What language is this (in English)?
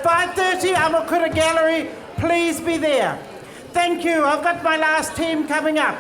Māori